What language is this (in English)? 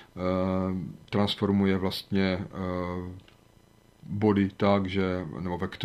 Czech